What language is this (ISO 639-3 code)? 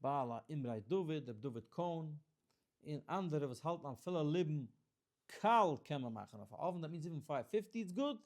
yid